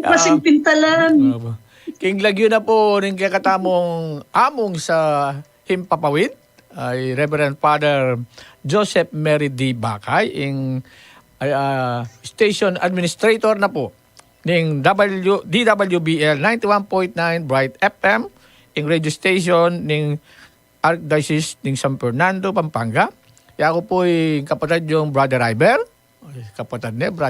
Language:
Pampanga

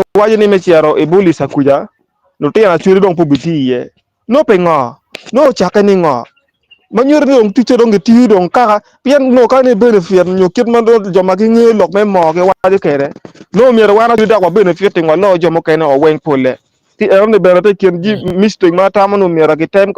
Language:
Acoli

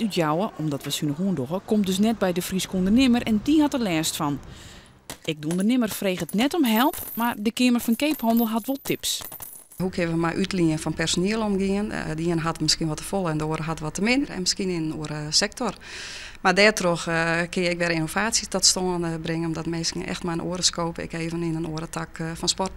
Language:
Western Frisian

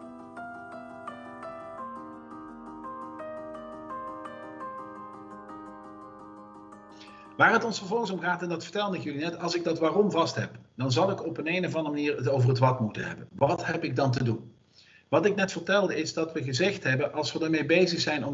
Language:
Dutch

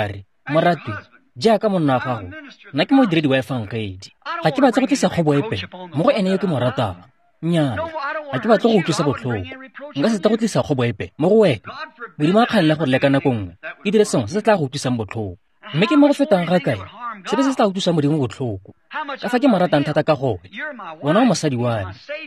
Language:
Tswana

